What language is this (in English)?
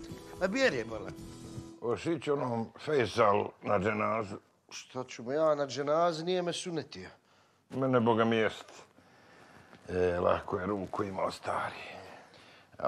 Bosnian